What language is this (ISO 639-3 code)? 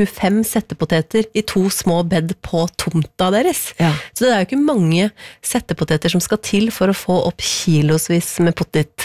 nor